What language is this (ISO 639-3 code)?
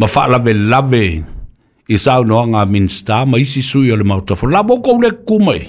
smo